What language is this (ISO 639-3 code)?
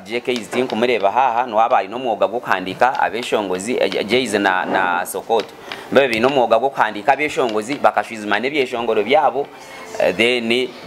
nyn